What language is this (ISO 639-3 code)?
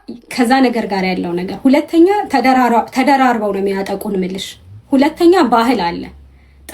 amh